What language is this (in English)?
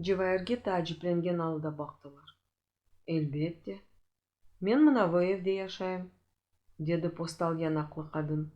Crimean Tatar